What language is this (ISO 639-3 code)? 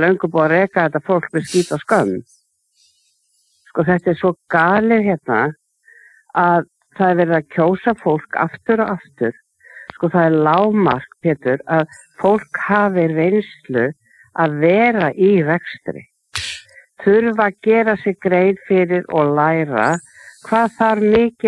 isl